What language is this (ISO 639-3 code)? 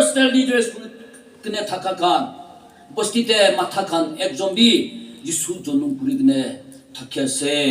nag